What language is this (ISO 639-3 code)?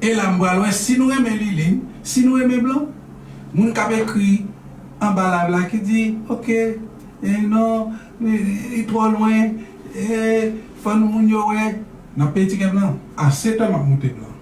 hat